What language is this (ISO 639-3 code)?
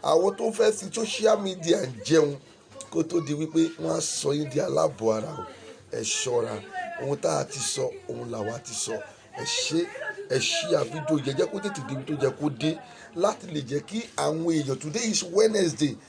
yor